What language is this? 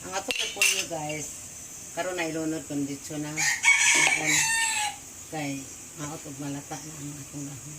Cebuano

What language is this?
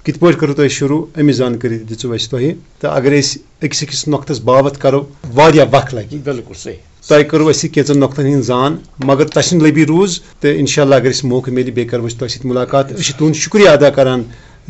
Kashmiri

